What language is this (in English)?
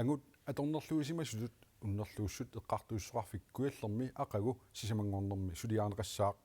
Kalaallisut